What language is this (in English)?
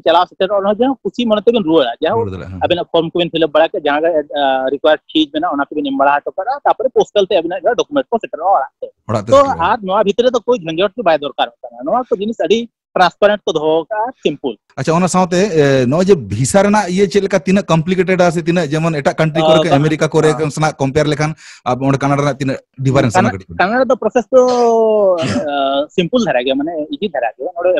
Santali